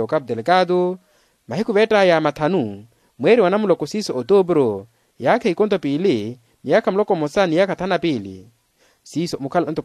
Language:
Makhuwa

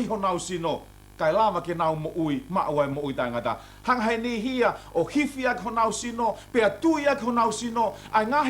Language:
Tongan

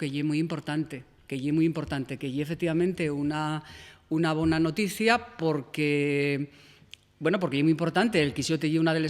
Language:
Asturian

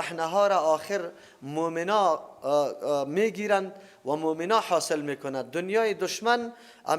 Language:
Persian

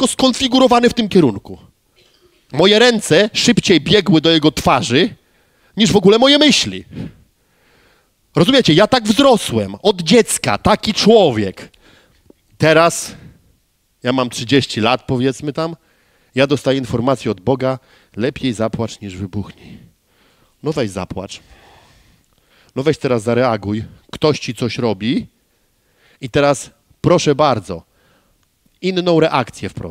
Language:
Polish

